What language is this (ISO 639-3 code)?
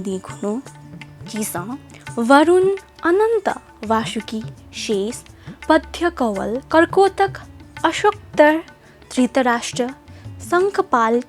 new